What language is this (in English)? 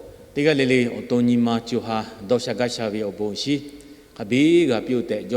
Lahu